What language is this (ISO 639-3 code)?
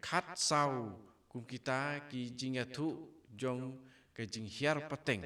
kha